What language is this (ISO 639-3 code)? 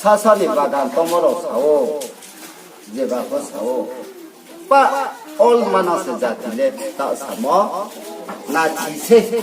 ria